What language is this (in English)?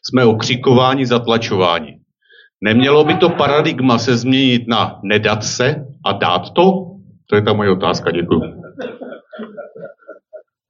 Czech